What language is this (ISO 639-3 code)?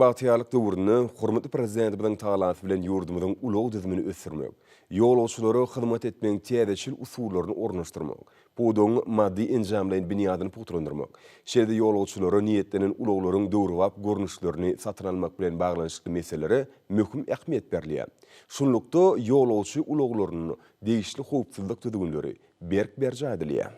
tuk